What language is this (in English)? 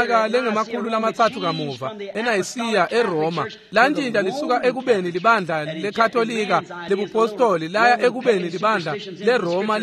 Swati